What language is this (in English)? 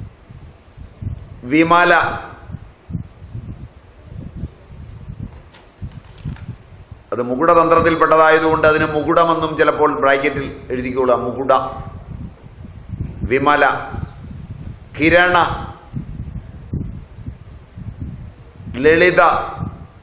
Malayalam